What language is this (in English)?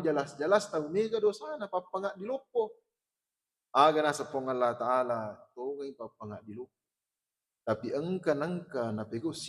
Buginese